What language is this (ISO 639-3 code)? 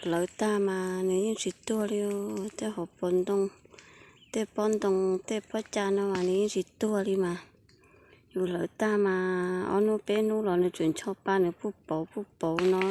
hmn